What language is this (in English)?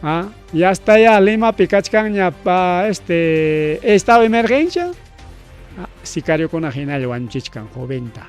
Ayacucho Quechua